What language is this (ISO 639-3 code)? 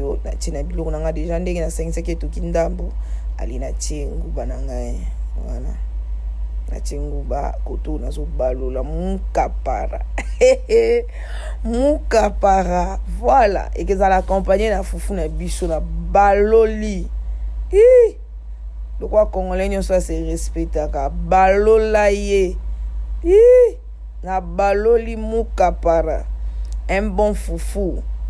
lin